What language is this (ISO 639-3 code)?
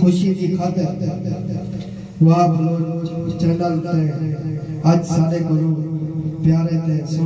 skr